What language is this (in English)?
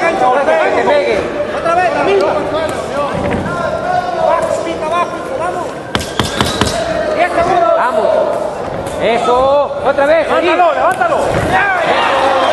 Spanish